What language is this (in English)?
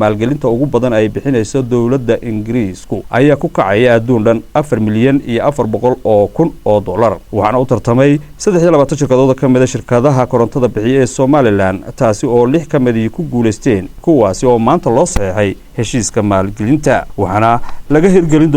Somali